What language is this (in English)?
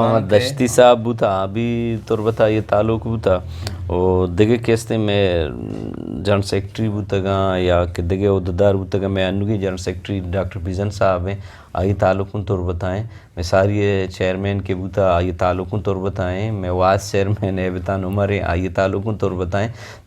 Eastern Balochi